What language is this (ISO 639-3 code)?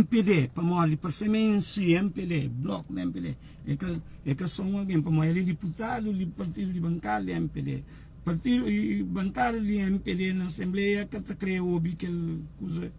kea